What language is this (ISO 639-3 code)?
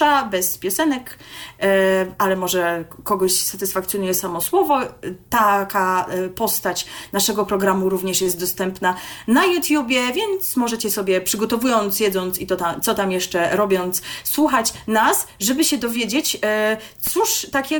pol